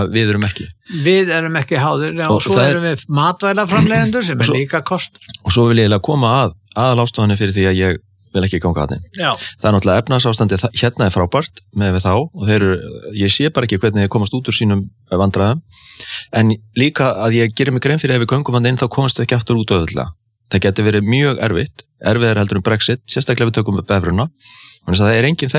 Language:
Icelandic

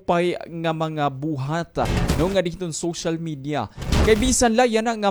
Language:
Waray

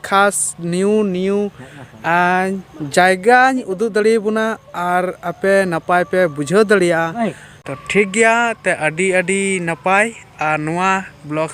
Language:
Santali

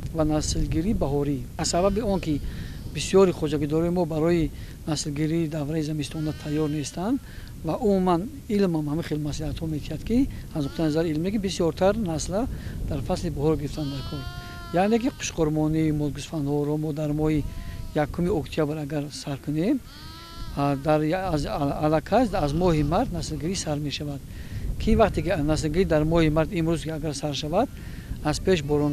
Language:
Tajik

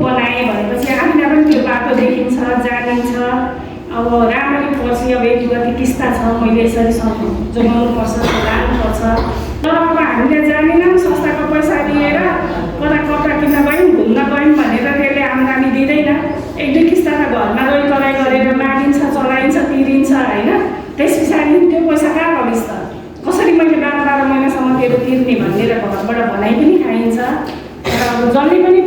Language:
Nepali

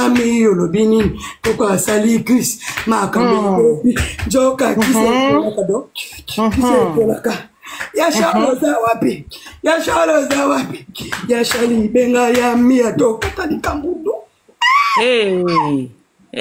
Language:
Lingala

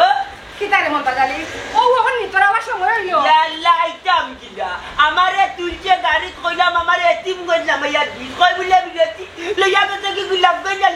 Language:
Sylheti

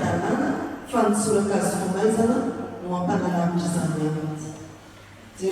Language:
Malagasy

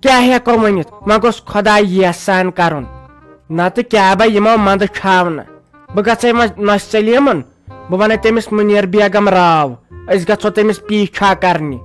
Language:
Kashmiri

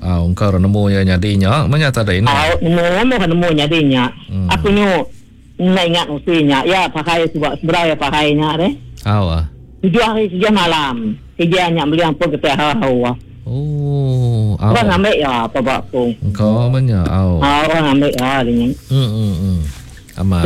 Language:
Iban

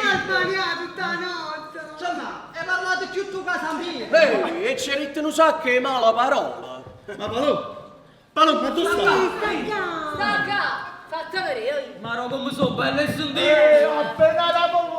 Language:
Neapolitan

